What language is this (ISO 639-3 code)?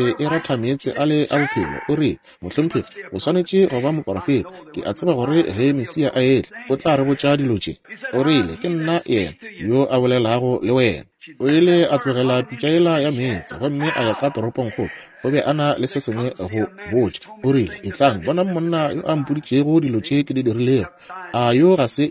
nso